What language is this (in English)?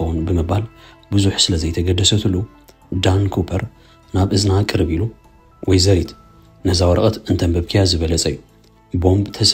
Tigrinya